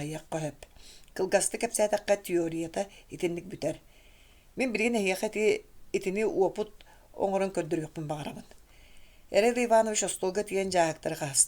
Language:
Yakut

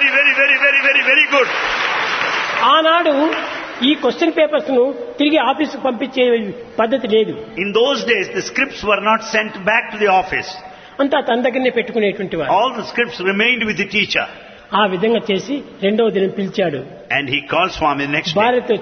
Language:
Telugu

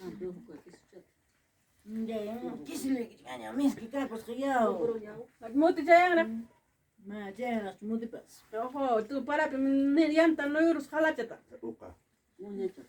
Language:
Ayacucho Quechua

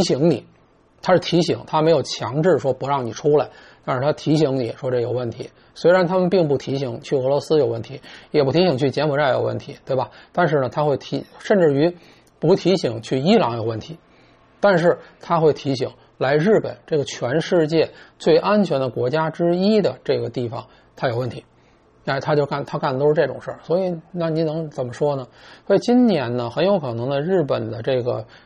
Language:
Chinese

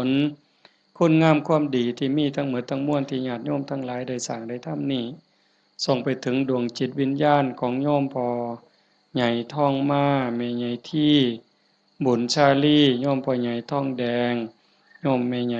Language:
Northeastern Thai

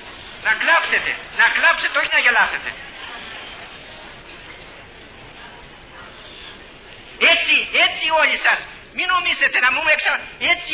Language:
Greek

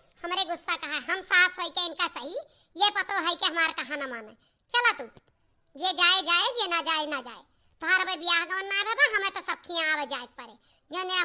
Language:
Awadhi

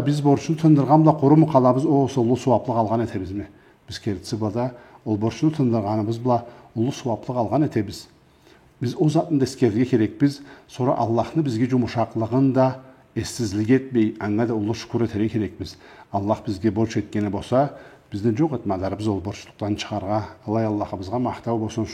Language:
Karachay-Balkar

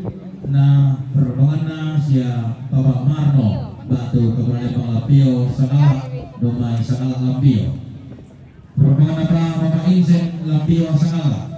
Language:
Toraja-Sa'dan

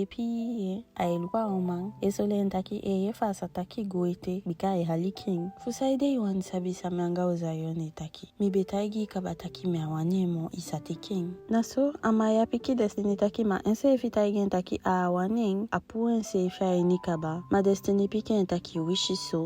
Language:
Eastern Maroon Creole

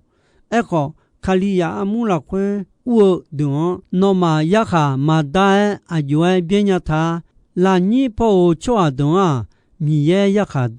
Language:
Akha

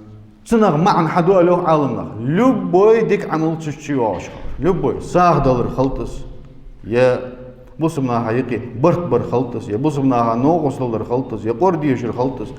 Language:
Ingush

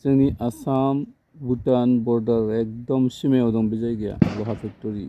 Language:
Bodo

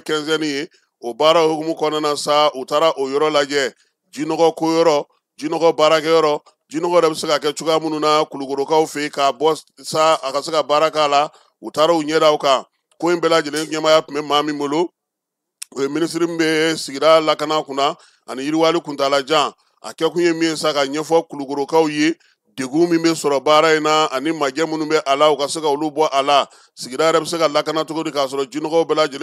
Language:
Bambara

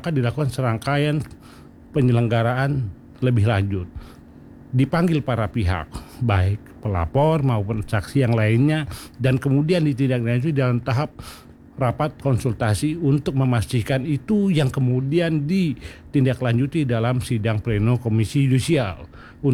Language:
Indonesian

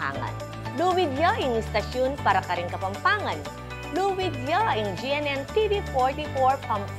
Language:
Pampanga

